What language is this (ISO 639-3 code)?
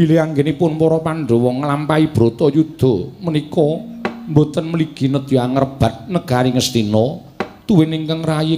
jav